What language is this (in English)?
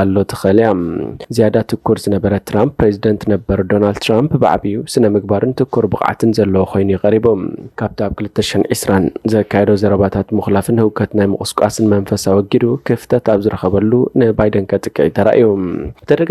Tigrinya